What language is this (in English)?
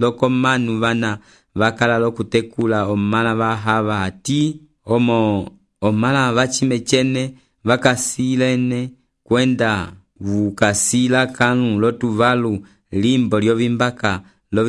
Umbundu